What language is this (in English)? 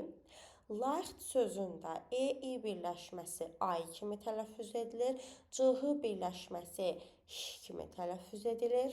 Azerbaijani